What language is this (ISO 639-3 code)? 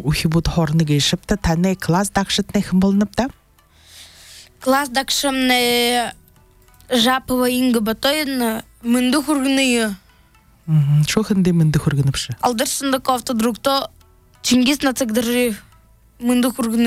bua